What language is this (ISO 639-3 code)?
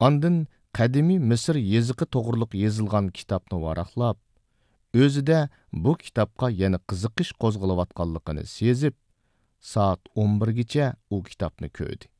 uig